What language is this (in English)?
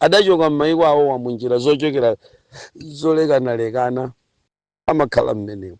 Nyanja